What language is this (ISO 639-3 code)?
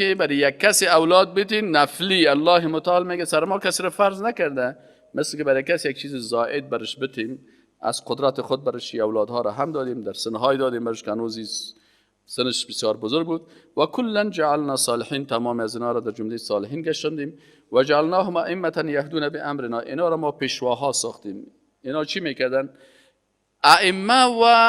fas